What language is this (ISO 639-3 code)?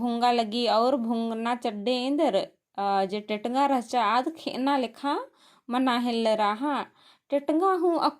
kru